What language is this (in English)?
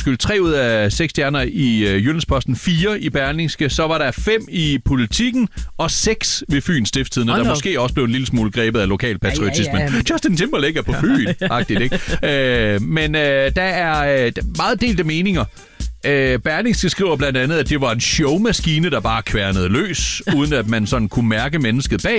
Danish